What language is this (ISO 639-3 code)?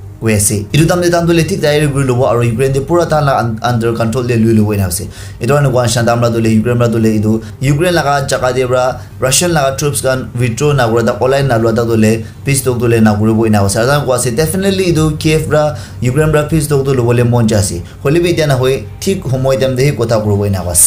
nag